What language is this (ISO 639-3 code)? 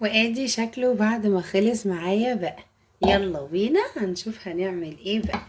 arz